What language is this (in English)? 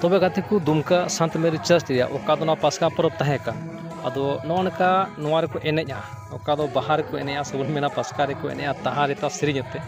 Santali